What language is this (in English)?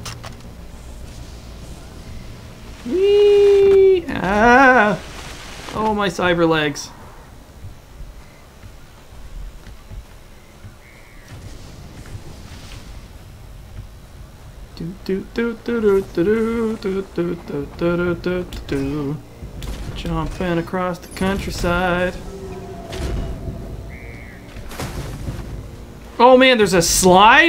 English